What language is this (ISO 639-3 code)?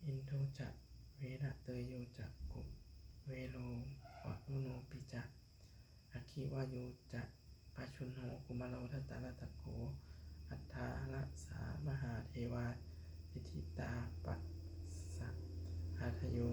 pli